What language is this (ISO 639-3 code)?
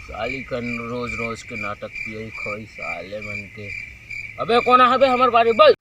hne